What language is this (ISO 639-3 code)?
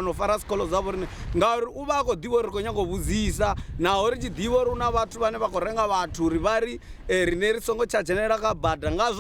ven